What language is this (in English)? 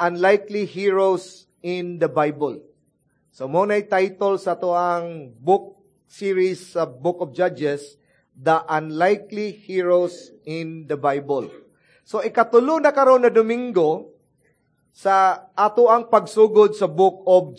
Cebuano